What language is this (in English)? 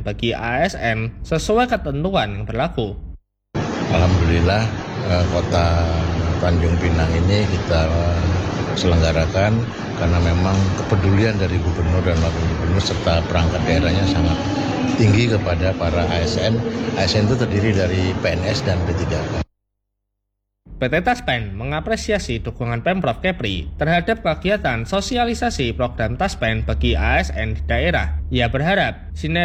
Indonesian